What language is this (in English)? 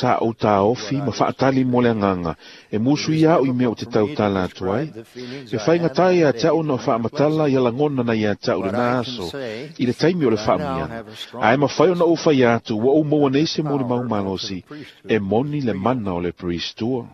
Samoan